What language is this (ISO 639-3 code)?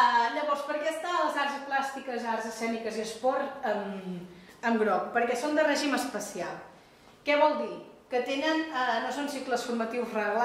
cat